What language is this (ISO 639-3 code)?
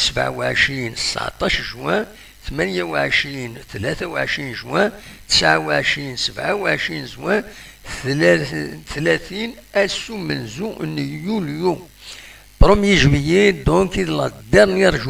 kab